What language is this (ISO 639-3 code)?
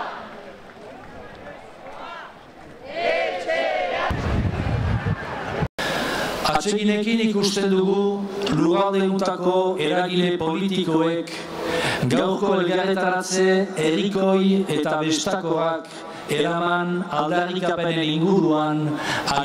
eus